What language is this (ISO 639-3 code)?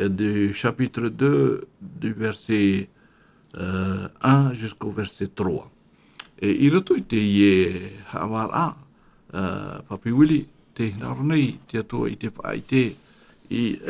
tah